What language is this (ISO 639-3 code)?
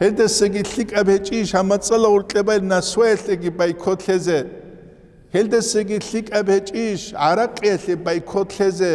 ava